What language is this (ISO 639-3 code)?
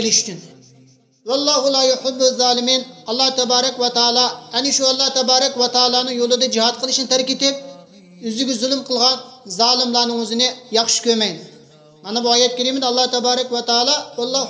uig